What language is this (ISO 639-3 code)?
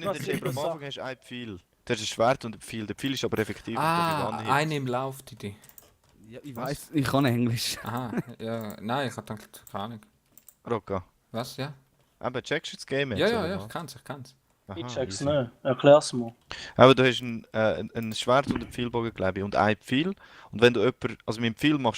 gsw